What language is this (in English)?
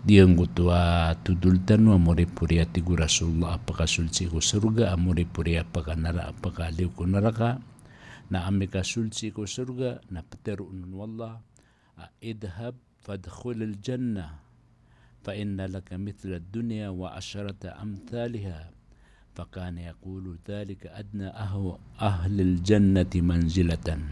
Maranao